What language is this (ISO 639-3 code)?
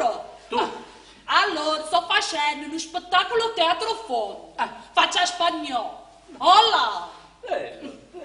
nap